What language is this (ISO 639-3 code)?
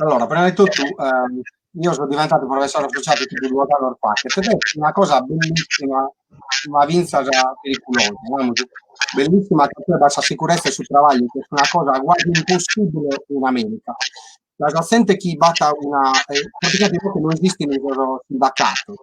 srd